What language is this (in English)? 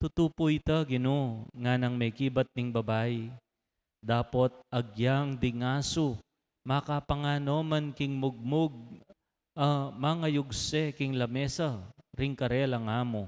Pampanga